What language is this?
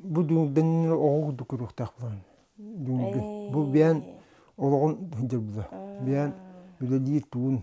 Yakut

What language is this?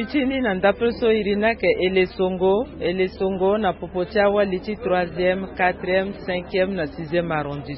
Sango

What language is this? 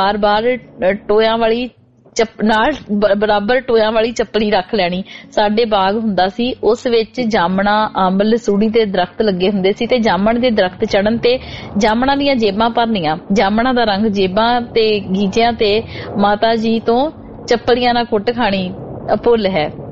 Punjabi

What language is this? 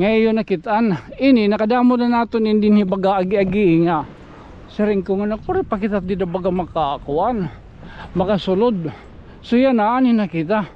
Waray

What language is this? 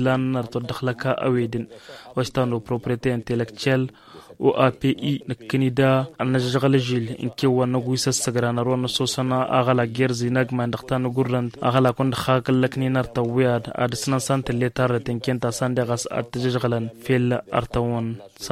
Tamasheq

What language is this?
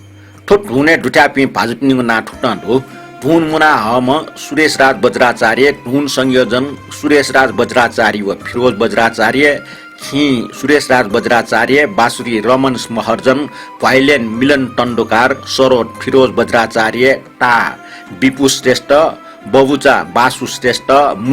Newari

